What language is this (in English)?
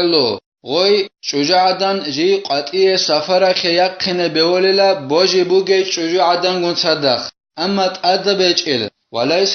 Avaric